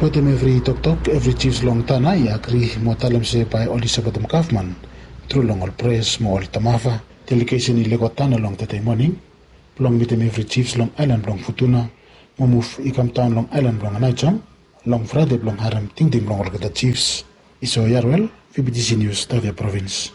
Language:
Bislama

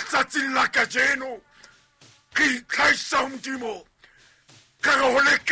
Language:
Southern Sotho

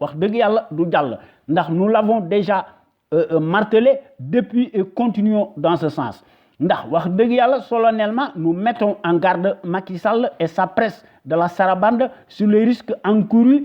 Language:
Wolof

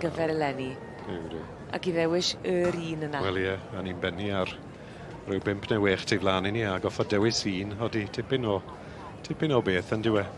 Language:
Welsh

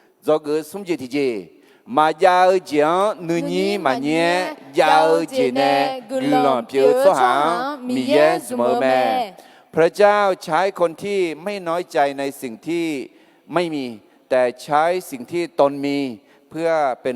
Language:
Akha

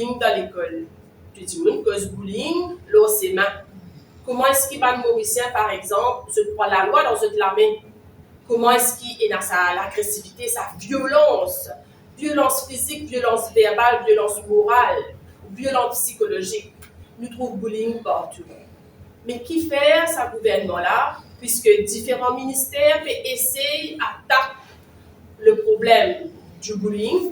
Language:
Morisyen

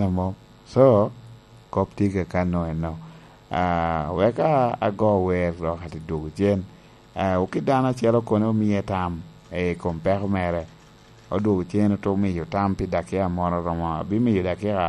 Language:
Lango (Uganda)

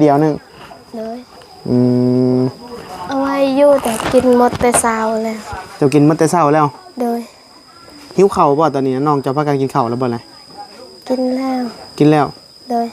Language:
Northeastern Thai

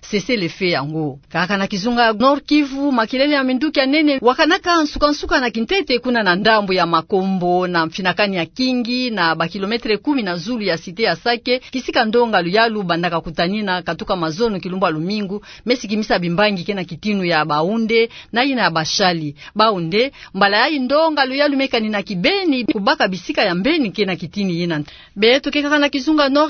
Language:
Kituba (Democratic Republic of Congo)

